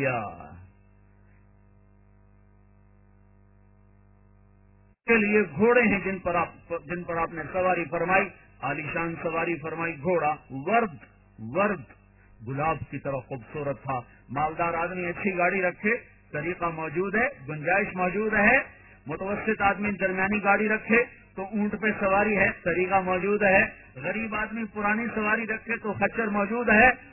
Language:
Urdu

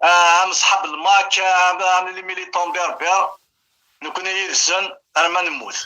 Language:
Kabyle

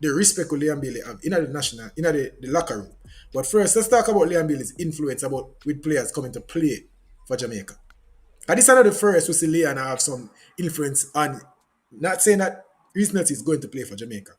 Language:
Jamaican Creole English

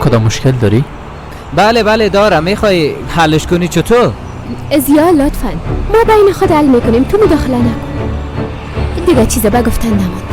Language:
Persian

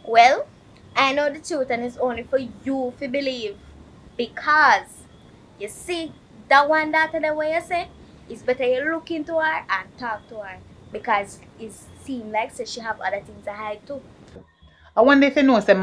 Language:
Jamaican Creole English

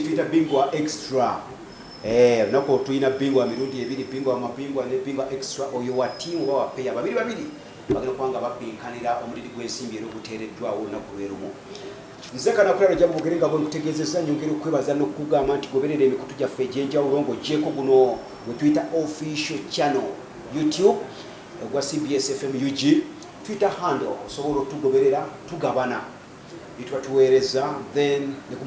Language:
Ganda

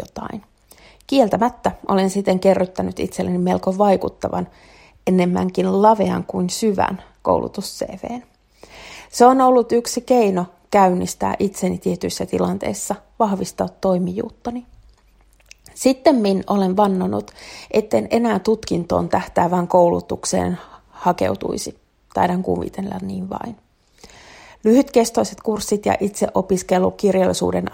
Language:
Finnish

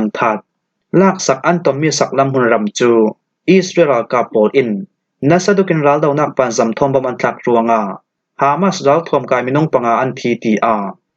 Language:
Falam Chin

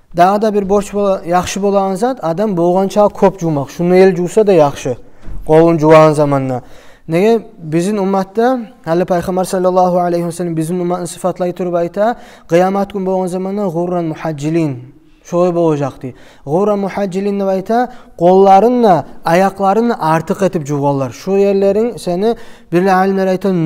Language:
Kumyk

